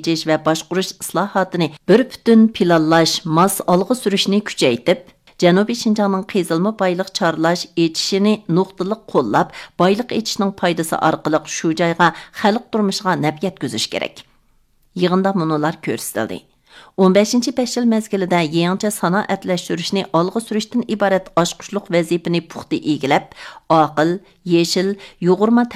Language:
Uyghur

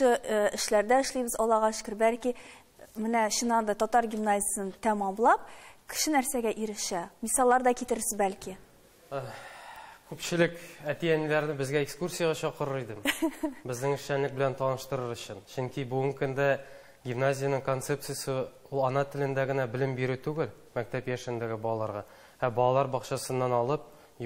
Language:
Tatar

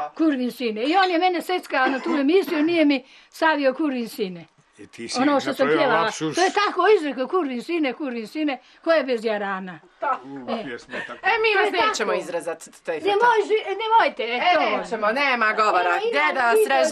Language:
Bosnian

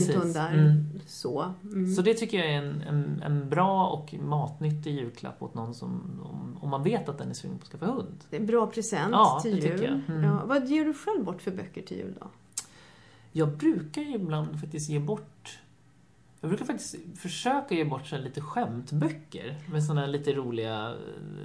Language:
Swedish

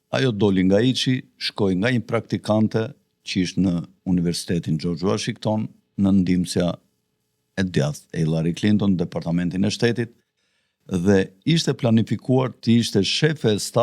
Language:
Albanian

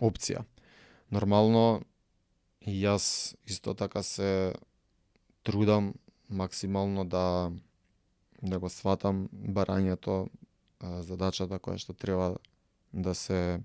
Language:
Macedonian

